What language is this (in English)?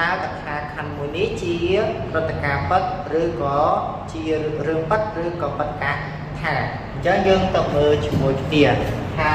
Khmer